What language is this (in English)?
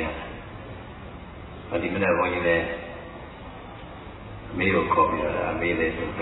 Burmese